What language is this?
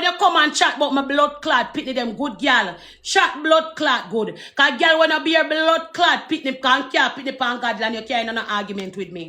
Jamaican Creole English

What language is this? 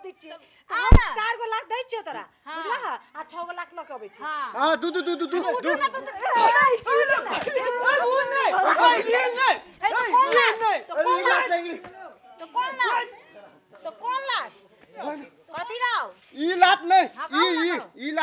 Maithili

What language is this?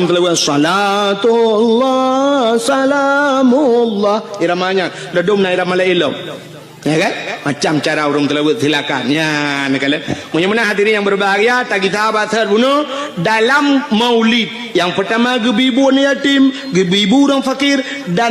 Achinese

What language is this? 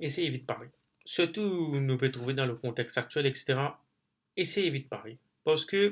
Morisyen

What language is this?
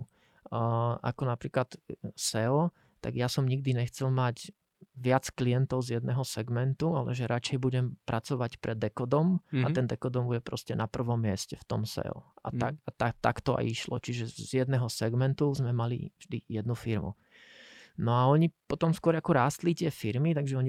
Slovak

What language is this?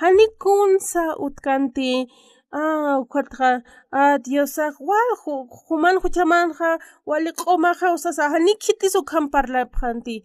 Aymara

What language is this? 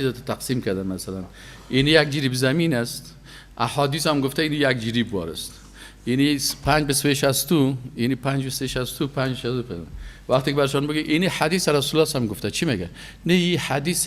Persian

